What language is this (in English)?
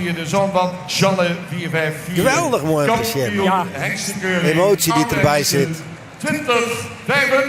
Western Frisian